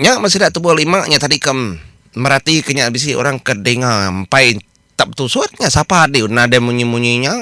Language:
Iban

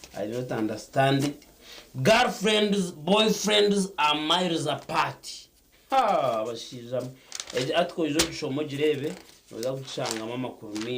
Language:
Nyankole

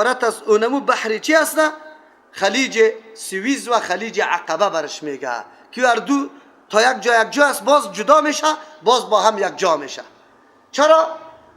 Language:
Persian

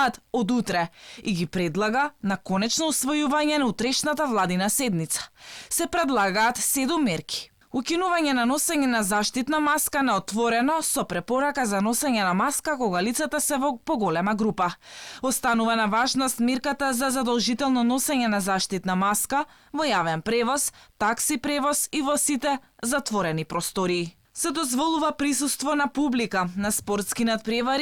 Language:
Macedonian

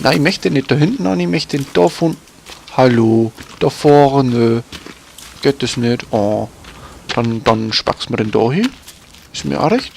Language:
Bavarian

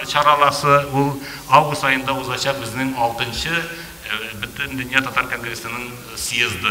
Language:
Tatar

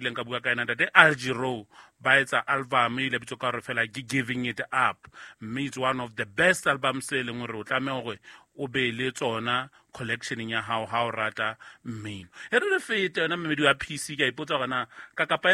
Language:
Southern Sotho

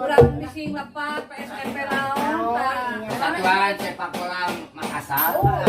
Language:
Sundanese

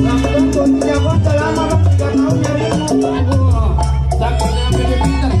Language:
Betawi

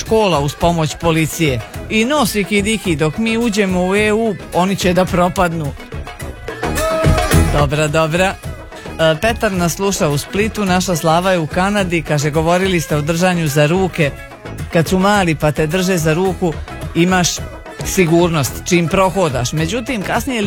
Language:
Croatian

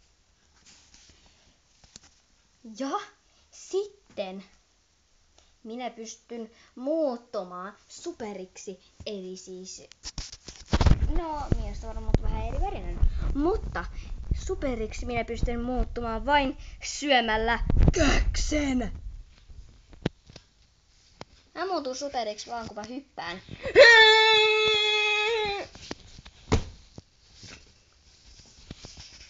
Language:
Finnish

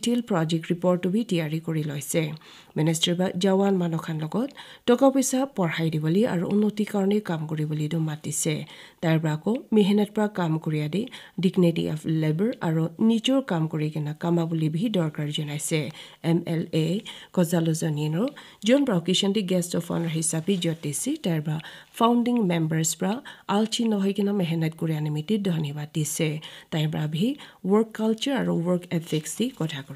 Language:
Naga Pidgin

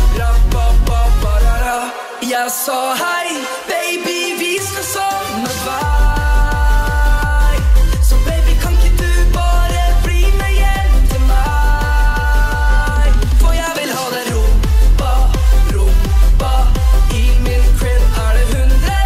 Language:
Norwegian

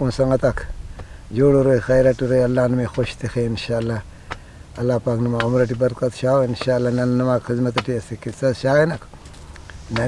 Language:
Brahui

